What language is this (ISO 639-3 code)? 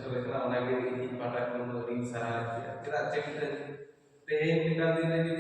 sat